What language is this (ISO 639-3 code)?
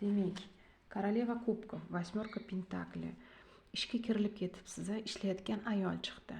uzb